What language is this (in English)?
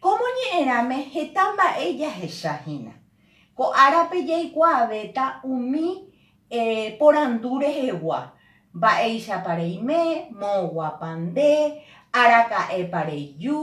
Guarani